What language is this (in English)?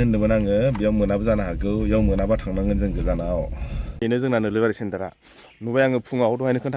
Bodo